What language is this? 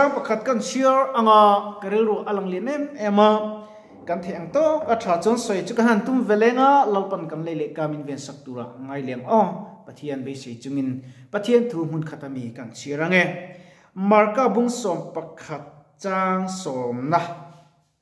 Mizo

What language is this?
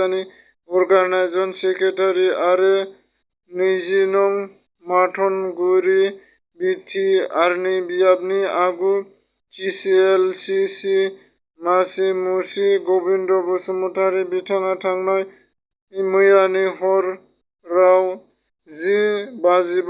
Bodo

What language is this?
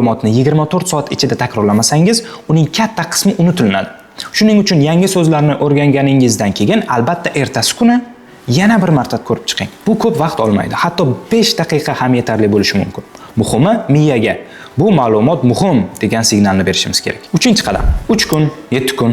Uzbek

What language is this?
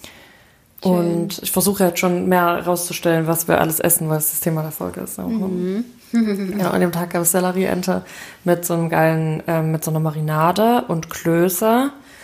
German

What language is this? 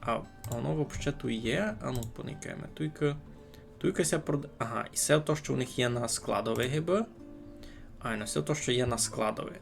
Rusyn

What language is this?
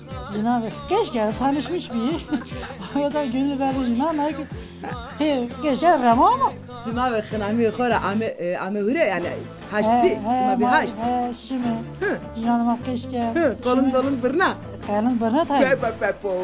Zaza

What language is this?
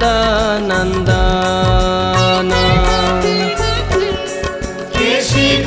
Hindi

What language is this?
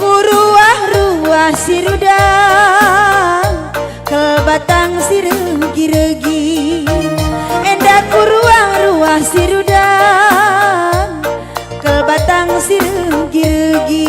Batak Karo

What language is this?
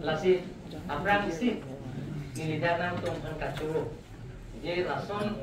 Karbi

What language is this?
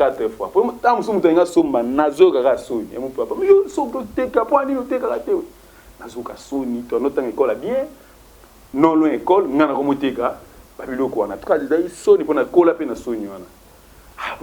Lingala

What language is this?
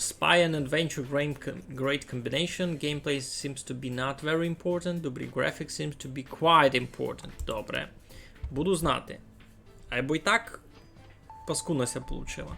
Rusyn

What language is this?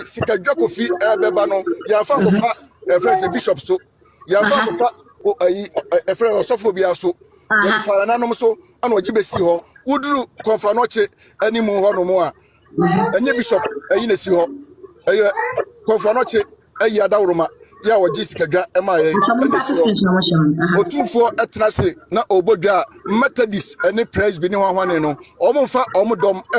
Akan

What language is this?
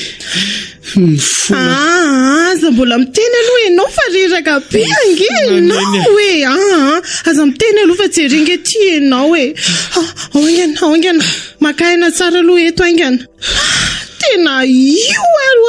Malagasy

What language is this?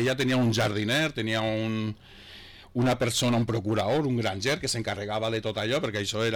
Catalan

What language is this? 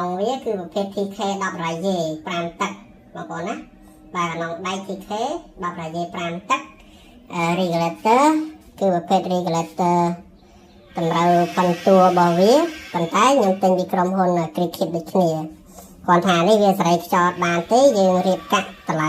Khmer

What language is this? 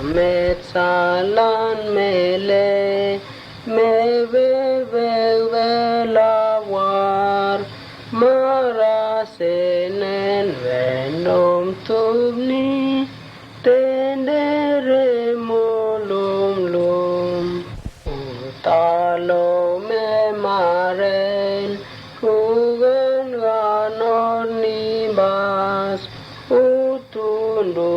Mota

